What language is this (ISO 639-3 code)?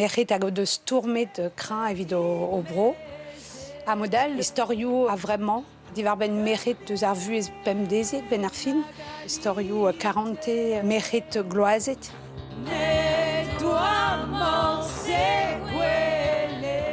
bre